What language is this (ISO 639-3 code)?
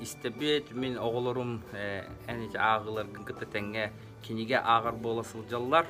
sah